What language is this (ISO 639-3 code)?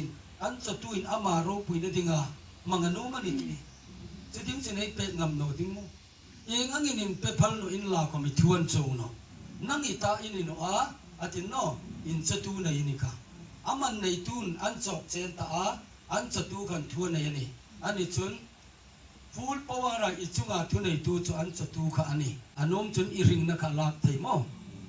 hmr